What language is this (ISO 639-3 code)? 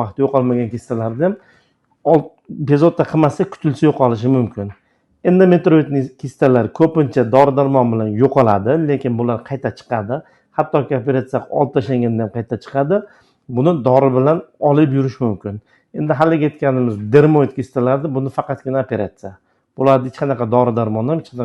uzb